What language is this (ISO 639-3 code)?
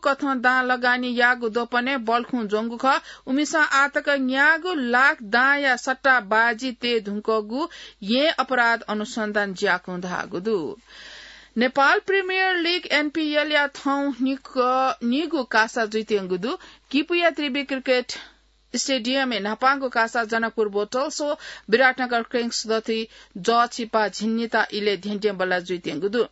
new